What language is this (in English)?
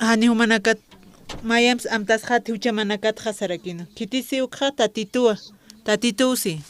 Aymara